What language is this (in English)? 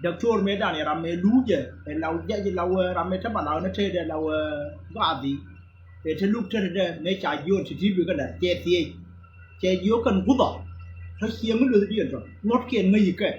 Nuer